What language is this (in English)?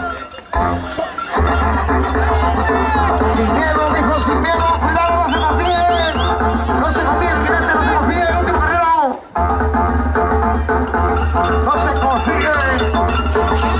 Spanish